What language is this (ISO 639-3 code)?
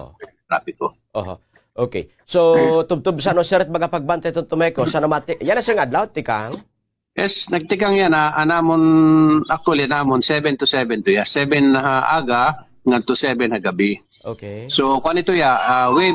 war